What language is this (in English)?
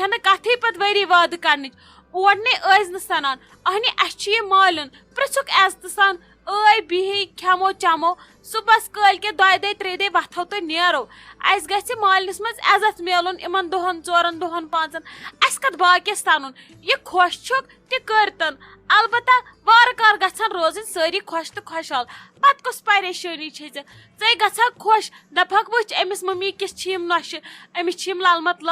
Kashmiri